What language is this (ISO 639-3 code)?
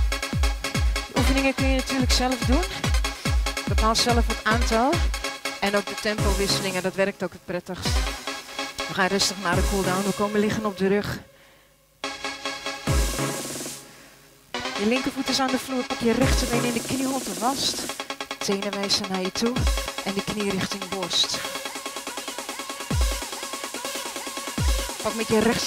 nld